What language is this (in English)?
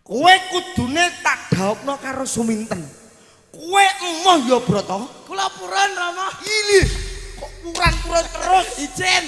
Javanese